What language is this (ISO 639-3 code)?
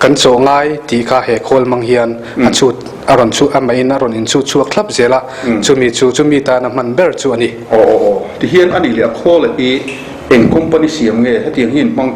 lus